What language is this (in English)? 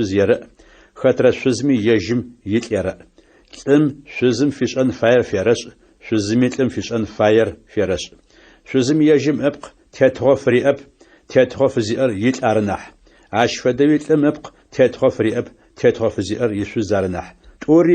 Adyghe